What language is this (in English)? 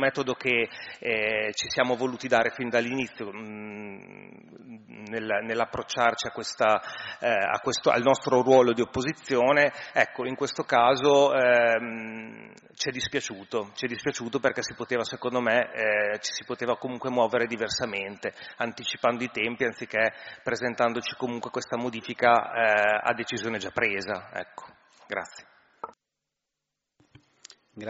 Italian